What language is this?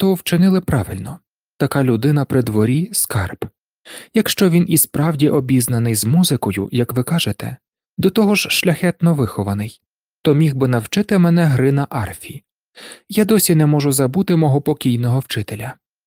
Ukrainian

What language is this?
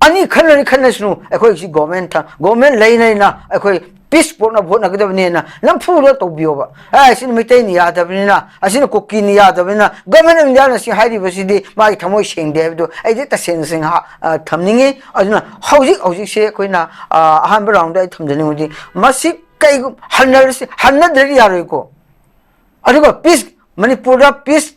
Manipuri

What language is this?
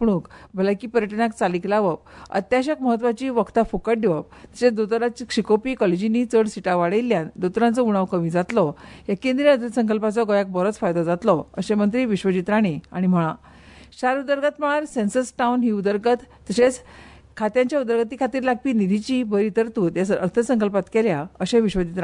Konkani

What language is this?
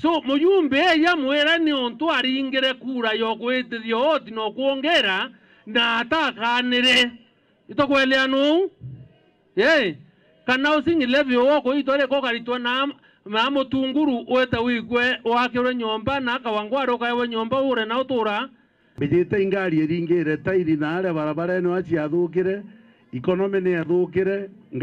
Meru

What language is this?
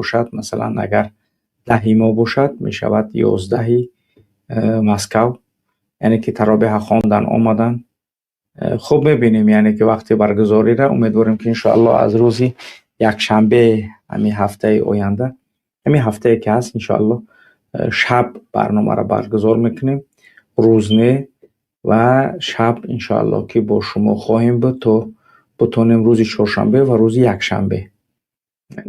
Tajik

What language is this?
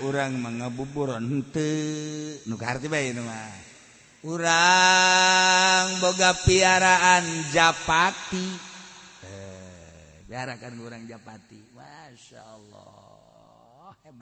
Sundanese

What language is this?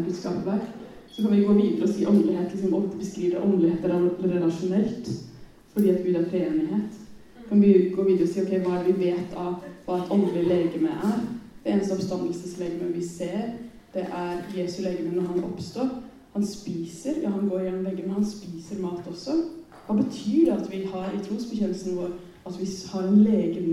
Norwegian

